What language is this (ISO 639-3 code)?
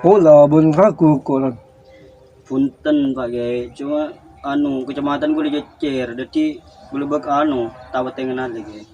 mad